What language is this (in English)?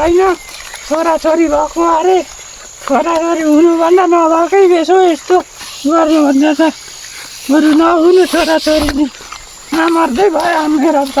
Nepali